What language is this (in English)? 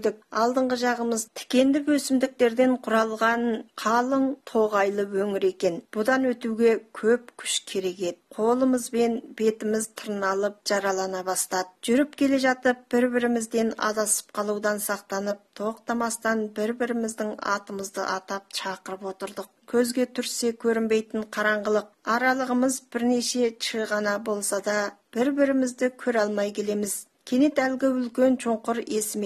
Kazakh